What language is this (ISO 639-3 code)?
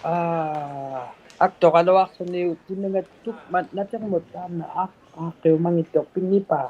iku